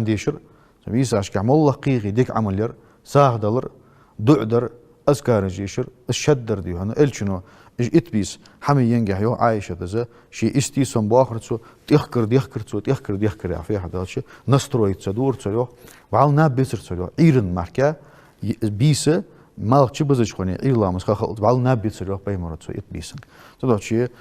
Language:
Ingush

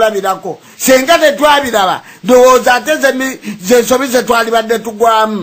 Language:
Ganda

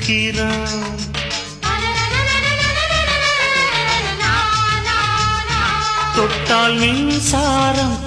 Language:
Tamil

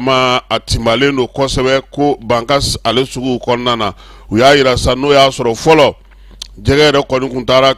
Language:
Bambara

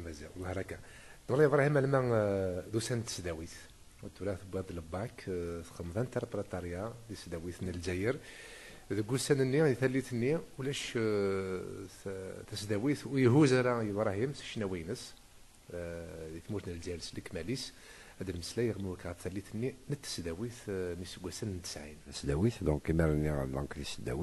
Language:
Kabyle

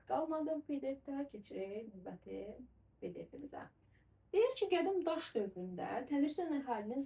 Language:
Azerbaijani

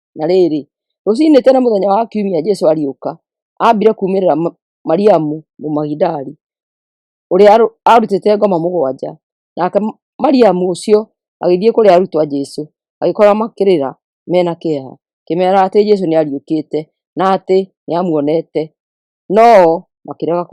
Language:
Kikuyu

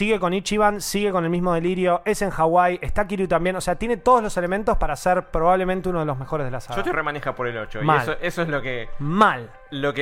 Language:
Spanish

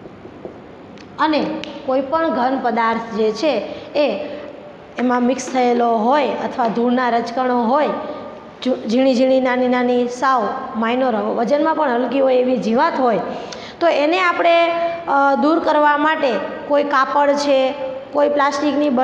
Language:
Gujarati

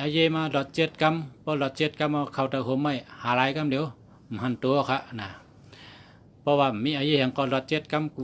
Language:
Shan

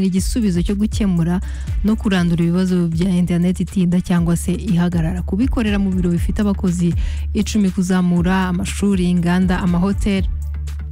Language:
Kinyarwanda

